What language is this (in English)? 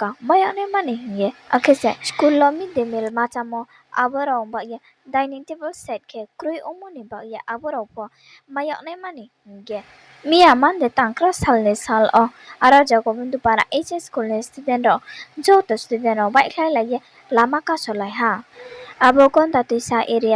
Riang (India)